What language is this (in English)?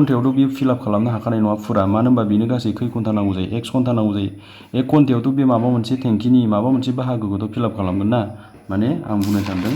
Bodo